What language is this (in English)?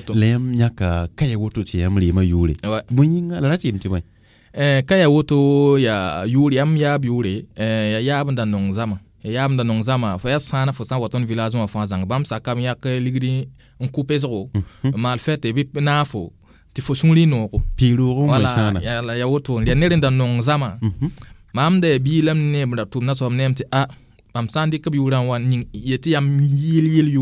Mossi